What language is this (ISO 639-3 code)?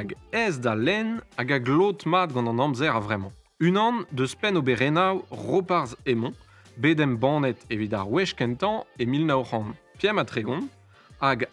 bre